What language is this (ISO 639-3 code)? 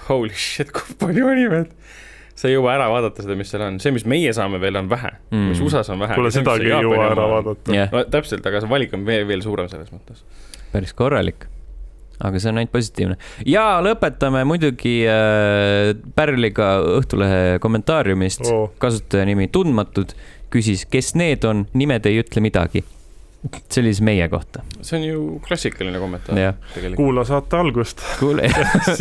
est